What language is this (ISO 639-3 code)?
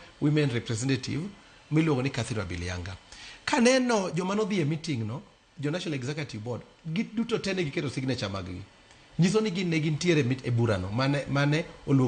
luo